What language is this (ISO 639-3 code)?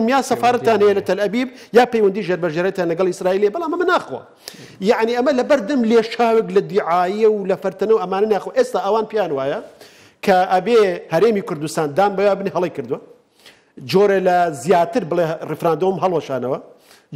ckb